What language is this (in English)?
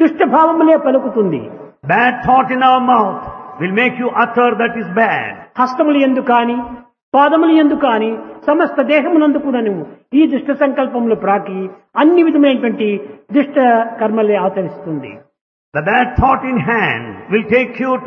Telugu